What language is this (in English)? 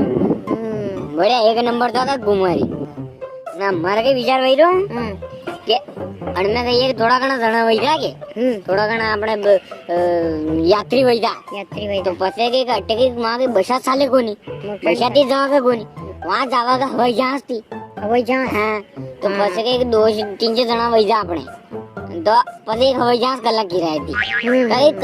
Rajasthani